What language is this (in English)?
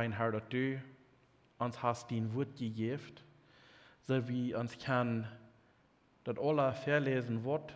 Plautdietsch